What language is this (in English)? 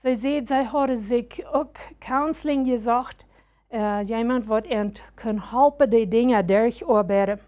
Plautdietsch